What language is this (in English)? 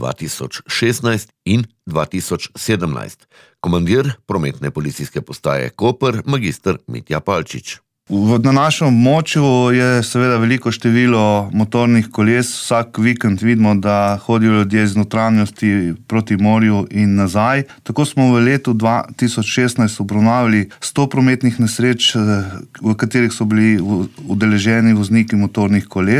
Slovenian